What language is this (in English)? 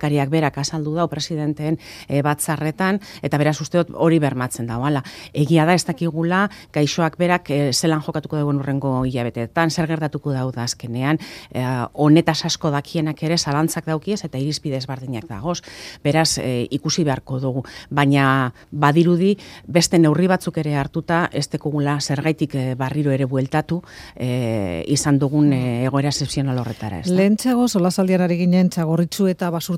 Basque